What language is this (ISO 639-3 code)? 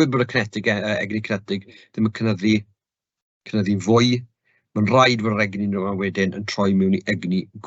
cym